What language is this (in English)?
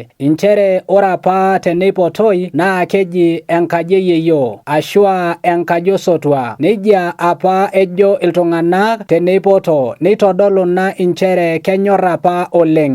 Masai